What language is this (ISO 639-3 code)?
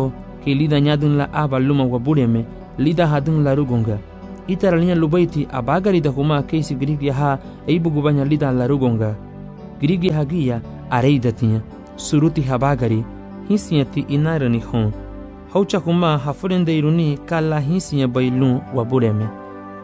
cab